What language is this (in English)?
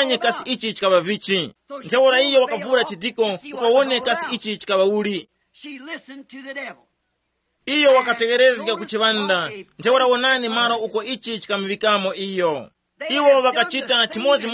Tumbuka